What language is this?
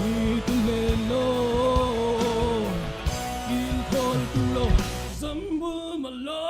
Falam Chin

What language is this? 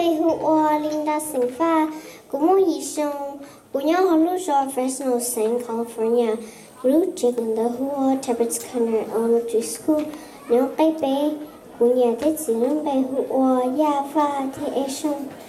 Hmong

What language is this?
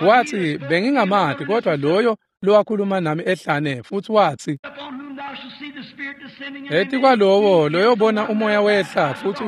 Swati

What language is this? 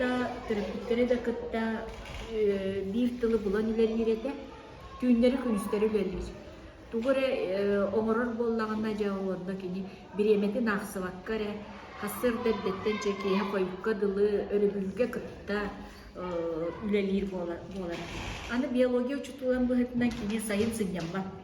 Yakut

